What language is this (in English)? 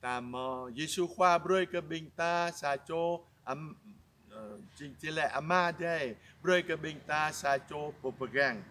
Jarai